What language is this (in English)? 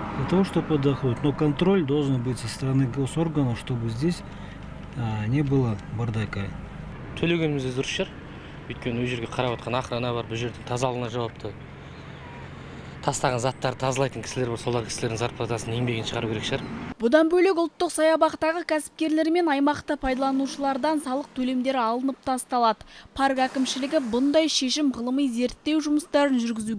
Kazakh